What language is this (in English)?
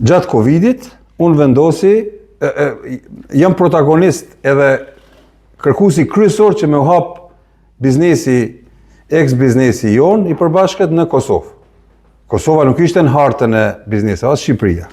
Albanian